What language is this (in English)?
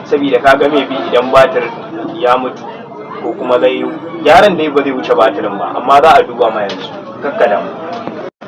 Hausa